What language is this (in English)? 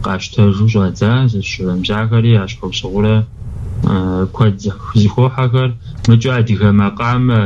Kabardian